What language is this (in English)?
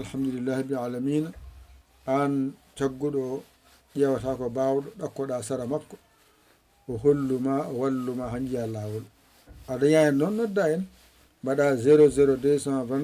Fula